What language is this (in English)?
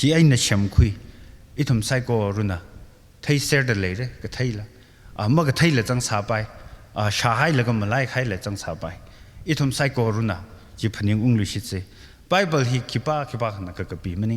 Tangkhul Naga (India)